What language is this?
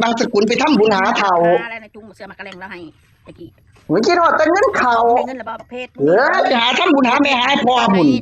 Northeastern Thai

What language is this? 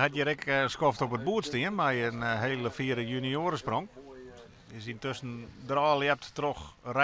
Western Frisian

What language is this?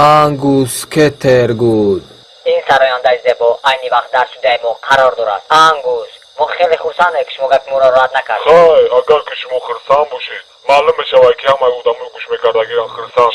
Tajik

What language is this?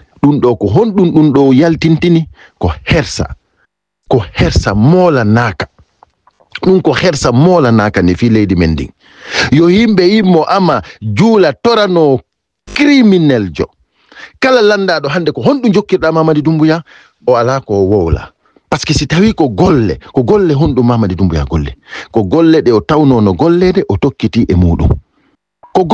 Fula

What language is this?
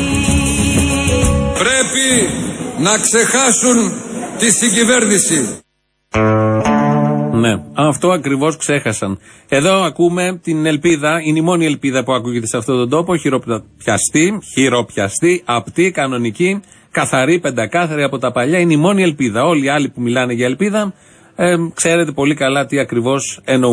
Greek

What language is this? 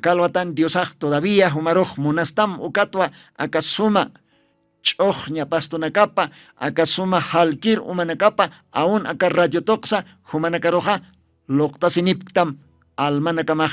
Aymara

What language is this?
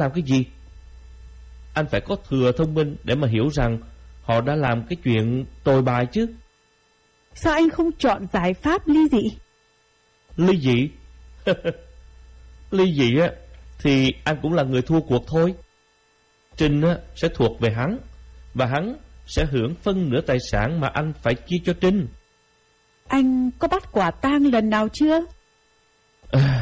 Vietnamese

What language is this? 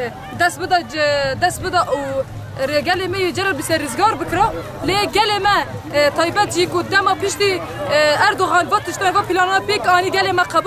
Kurdish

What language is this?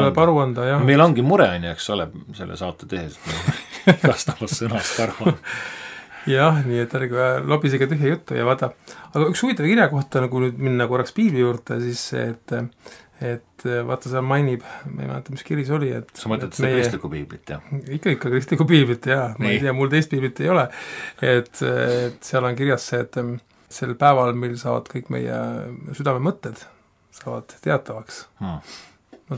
Estonian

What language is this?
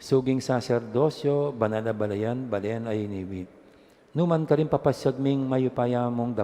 Pampanga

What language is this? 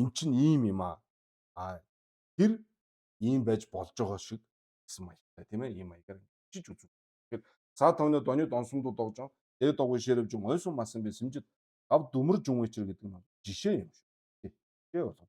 Mongolian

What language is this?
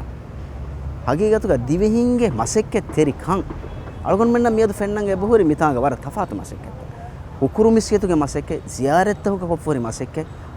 Divehi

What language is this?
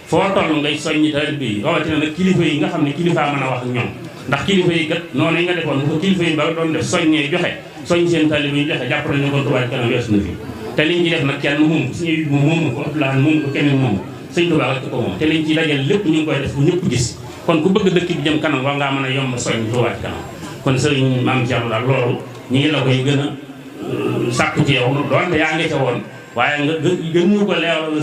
Wolof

